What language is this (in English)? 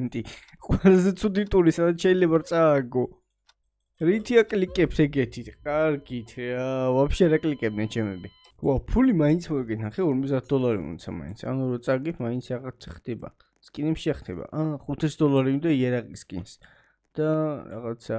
Georgian